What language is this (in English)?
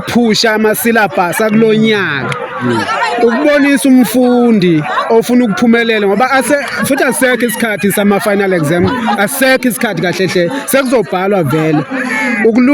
Zulu